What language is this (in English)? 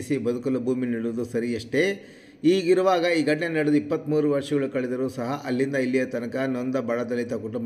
Kannada